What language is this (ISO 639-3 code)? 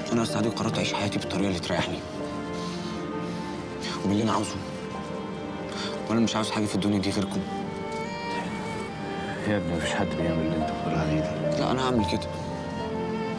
arz